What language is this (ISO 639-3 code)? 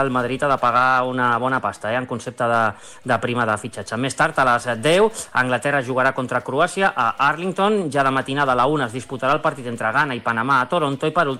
cat